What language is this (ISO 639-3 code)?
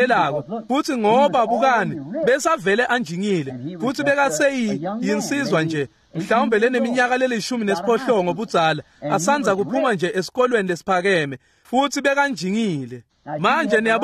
ssw